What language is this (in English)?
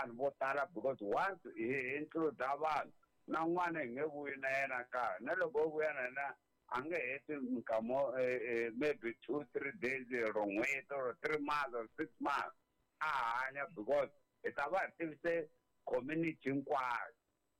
Tsonga